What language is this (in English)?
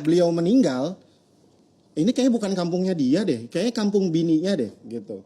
Betawi